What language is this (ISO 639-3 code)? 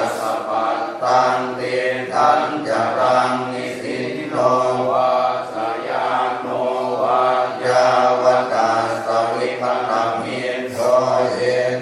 pli